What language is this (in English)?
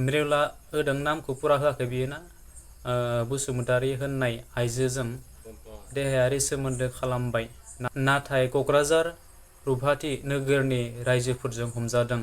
Bodo